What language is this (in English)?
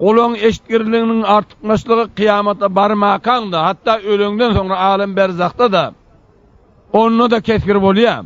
Turkmen